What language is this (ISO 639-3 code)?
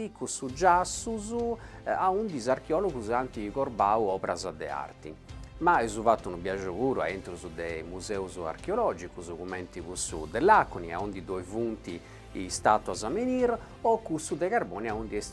srd